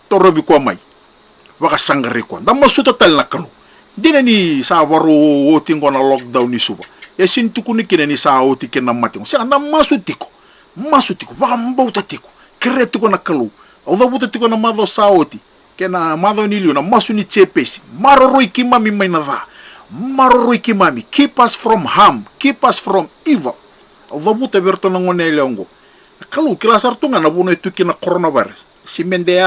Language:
Fijian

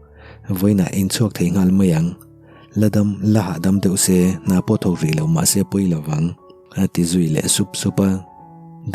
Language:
Mizo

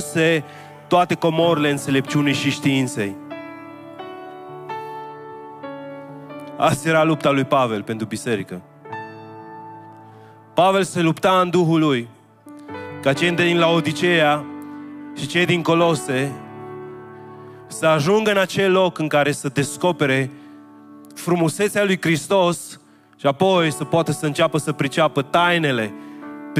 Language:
Romanian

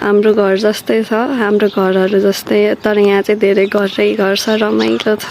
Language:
Nepali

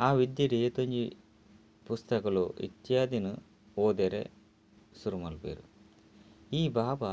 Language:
Tulu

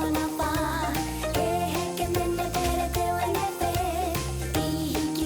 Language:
Māori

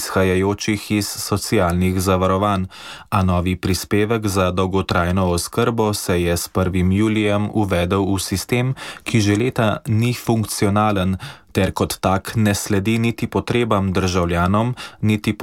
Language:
Slovenian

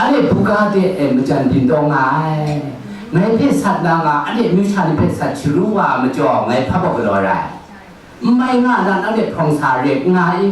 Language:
Kachin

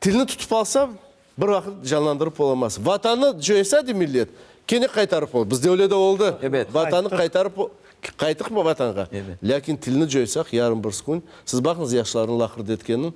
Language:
Crimean Tatar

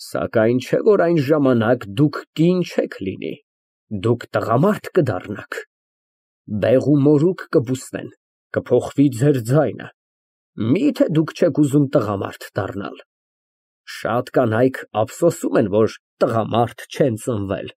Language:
Armenian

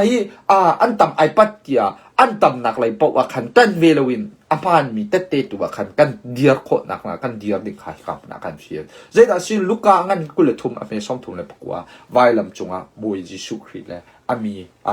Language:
Hakha Chin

